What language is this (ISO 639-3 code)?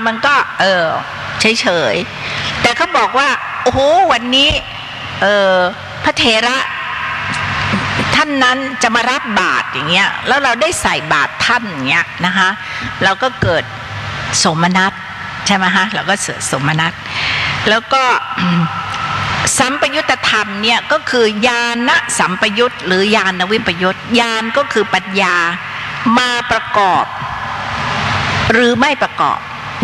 tha